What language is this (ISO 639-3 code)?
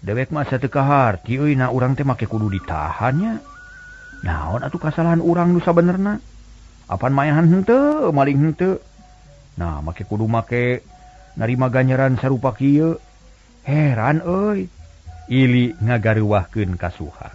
sun